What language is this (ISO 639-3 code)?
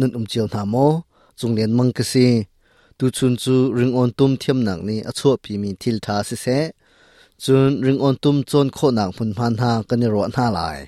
cnh